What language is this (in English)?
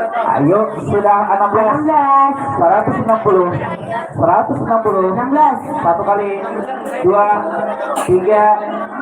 Banjar